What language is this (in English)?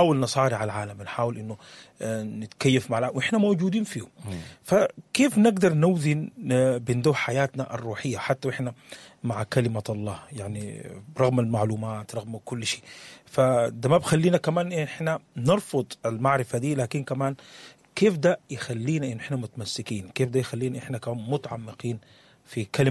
Sudanese Arabic